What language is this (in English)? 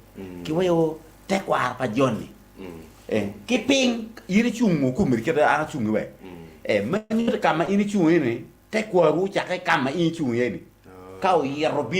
Acoli